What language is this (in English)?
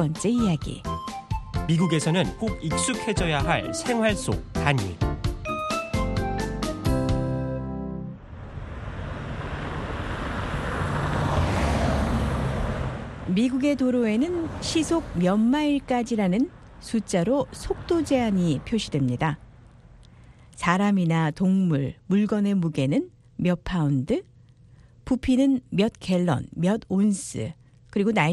Korean